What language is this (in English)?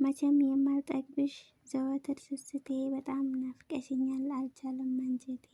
Amharic